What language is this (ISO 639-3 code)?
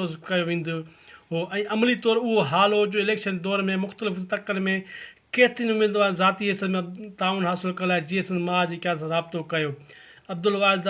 snd